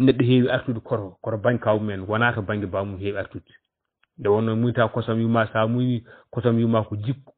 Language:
Fula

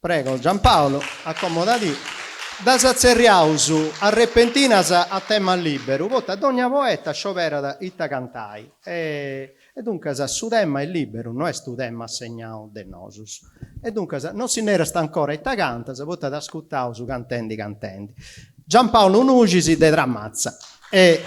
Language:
Sardinian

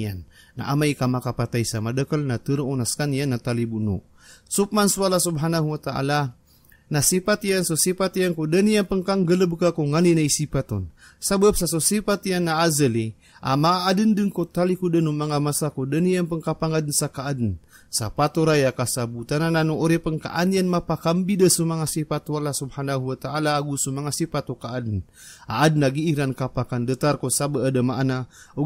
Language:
Maranao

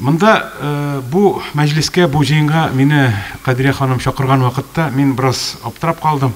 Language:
Tatar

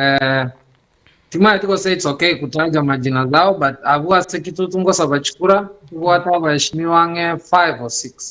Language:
Gusii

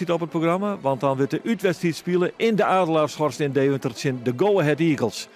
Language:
Western Frisian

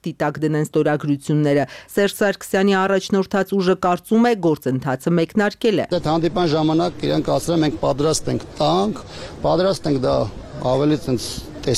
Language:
Armenian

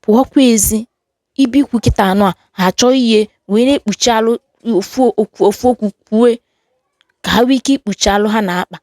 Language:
Igbo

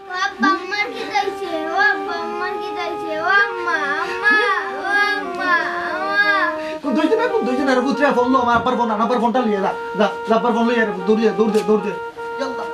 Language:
Sylheti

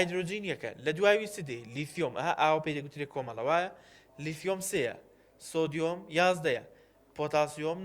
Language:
Central Kurdish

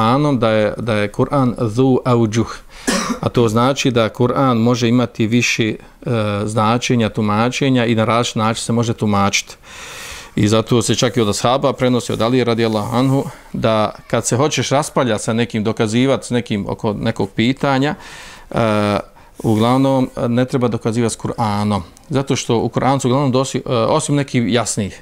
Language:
Bosnian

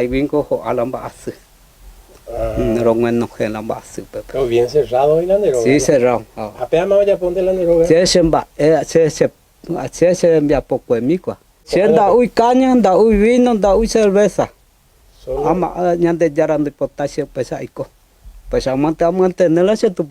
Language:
Guarani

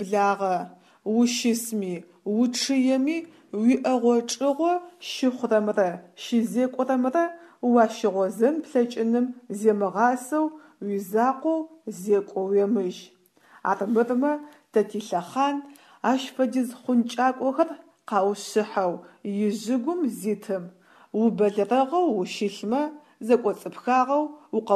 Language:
Adyghe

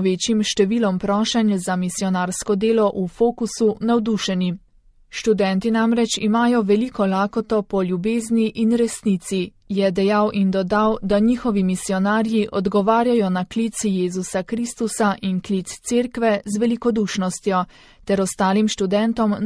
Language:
Slovenian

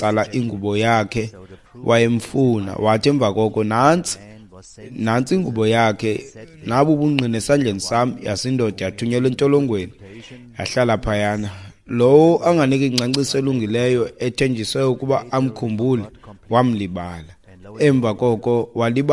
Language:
Xhosa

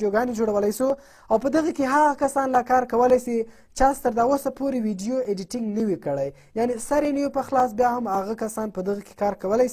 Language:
Pashto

